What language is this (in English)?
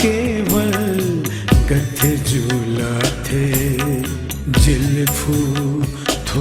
Newari